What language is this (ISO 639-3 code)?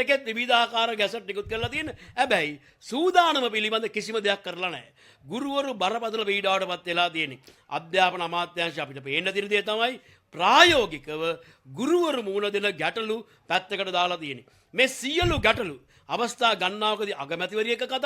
sin